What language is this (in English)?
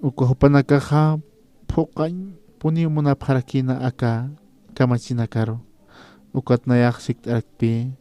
Aymara